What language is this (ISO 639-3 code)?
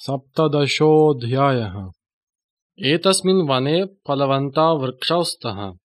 san